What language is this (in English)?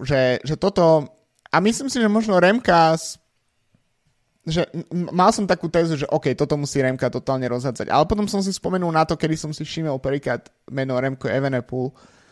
Slovak